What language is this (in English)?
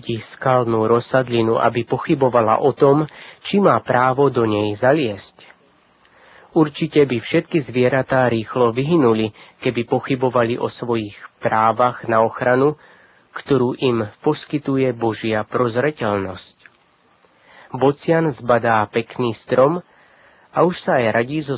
Slovak